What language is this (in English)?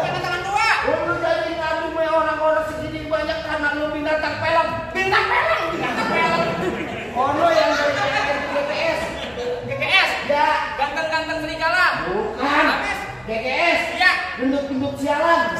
Betawi